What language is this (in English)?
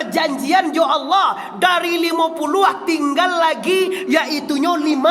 Minangkabau